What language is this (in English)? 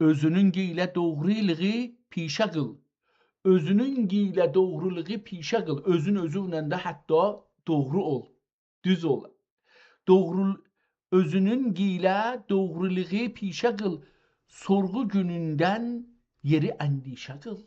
South Azerbaijani